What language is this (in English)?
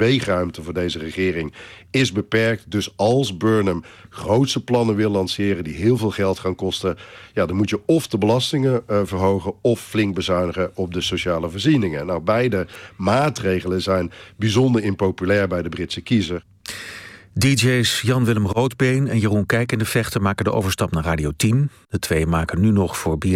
Dutch